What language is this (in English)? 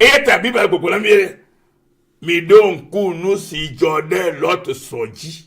Ewe